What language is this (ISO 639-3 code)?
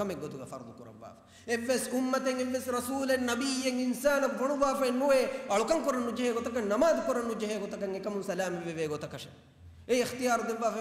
div